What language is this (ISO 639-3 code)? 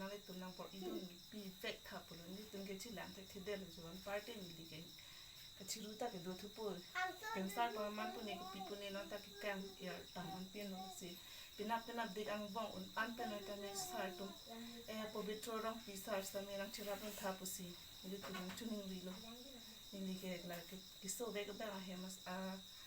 mjw